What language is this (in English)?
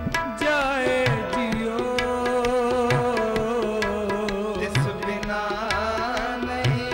Punjabi